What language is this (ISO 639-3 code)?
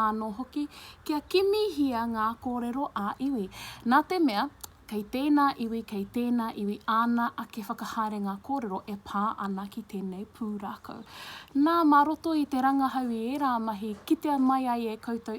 mri